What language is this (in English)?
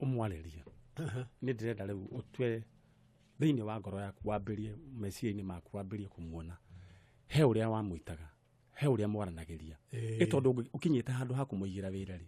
Kikuyu